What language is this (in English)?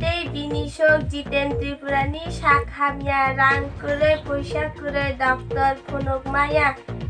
Kok Borok